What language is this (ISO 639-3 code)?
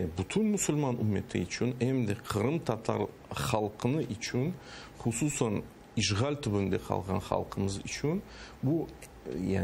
crh